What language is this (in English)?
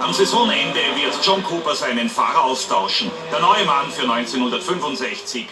Bavarian